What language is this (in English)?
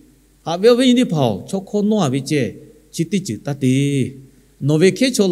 Lahu